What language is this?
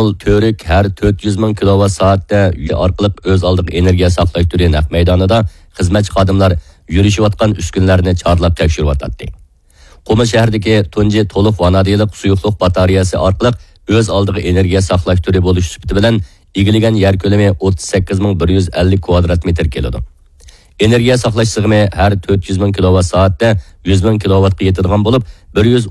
Uyghur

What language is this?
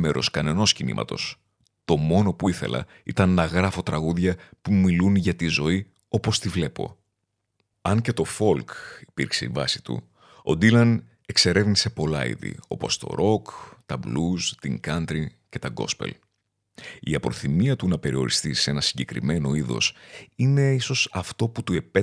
Greek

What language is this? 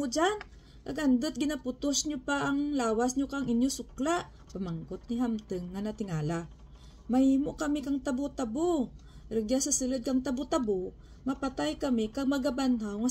Kinaray-a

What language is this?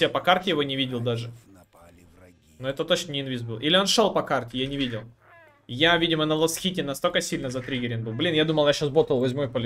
Russian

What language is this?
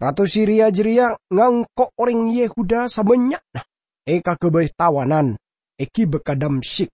Madurese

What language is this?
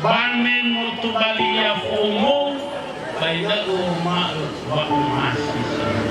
Nias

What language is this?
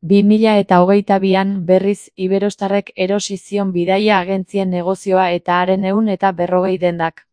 Basque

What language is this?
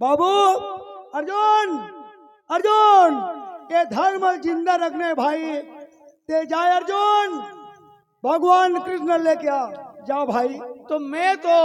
Chhattisgarhi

